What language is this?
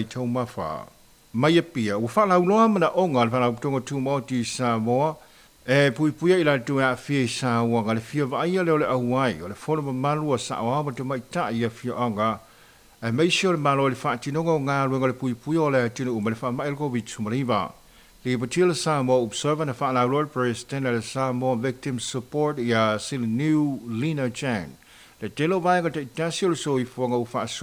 Samoan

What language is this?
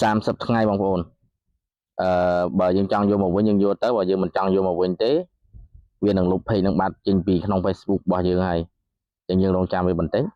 Khmer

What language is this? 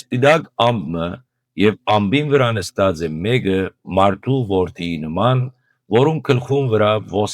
Western Armenian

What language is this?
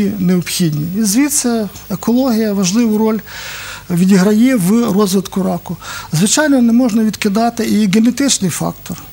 Ukrainian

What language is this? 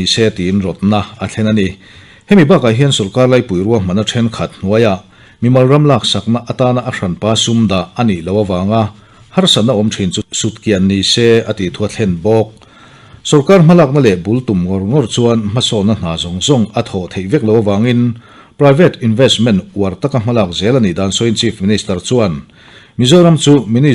Mizo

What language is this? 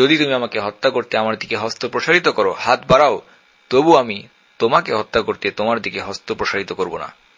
Bangla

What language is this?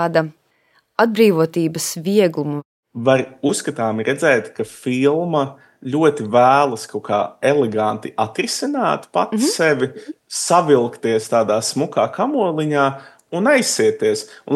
Latvian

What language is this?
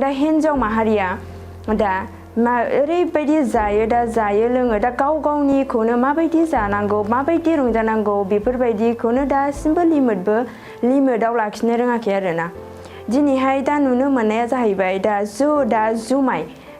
Bodo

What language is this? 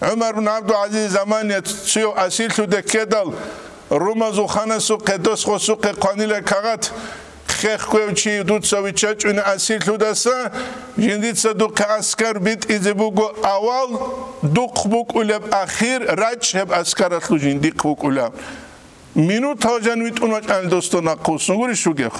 Avaric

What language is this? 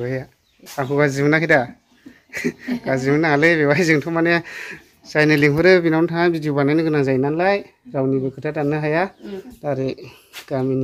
Bodo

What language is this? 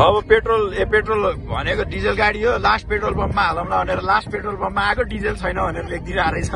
Nepali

